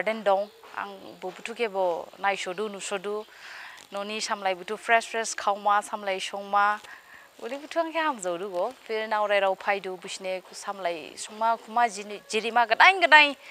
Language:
Dimasa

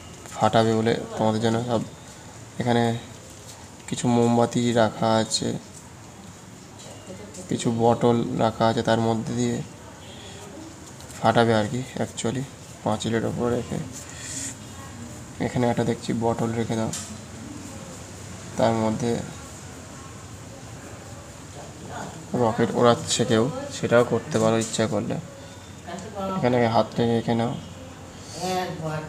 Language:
Bangla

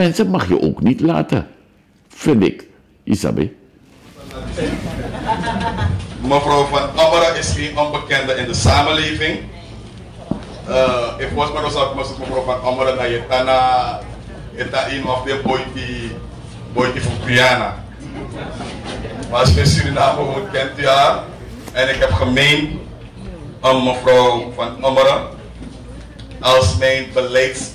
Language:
Dutch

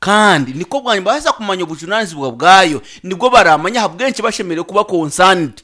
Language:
Nyankole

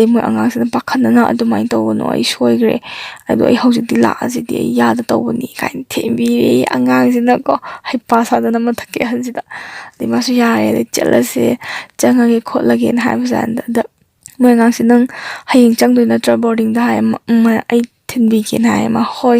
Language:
Manipuri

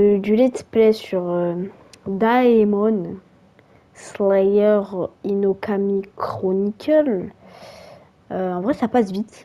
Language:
French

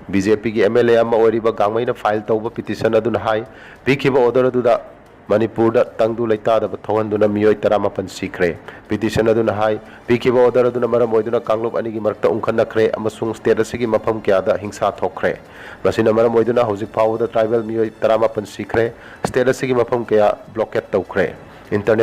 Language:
Manipuri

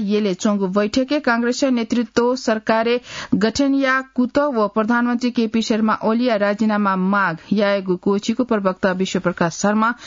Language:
Newari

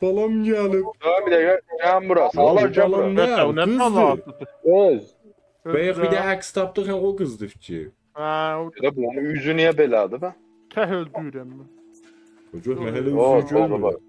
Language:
South Azerbaijani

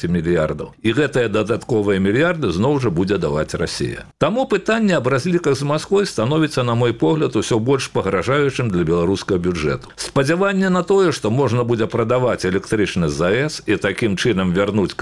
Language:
Belarusian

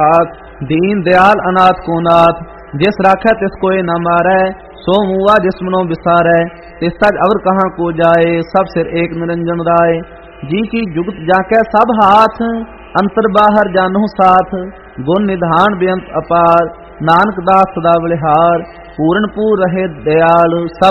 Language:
Punjabi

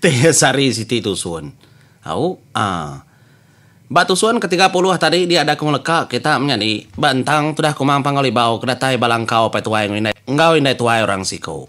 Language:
Iban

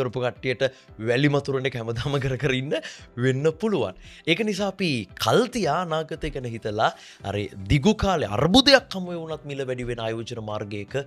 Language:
Sinhala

